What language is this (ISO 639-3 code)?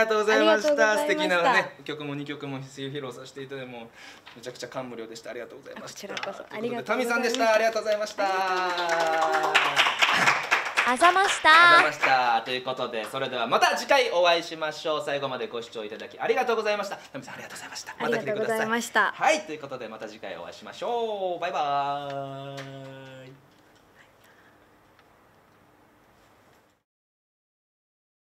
jpn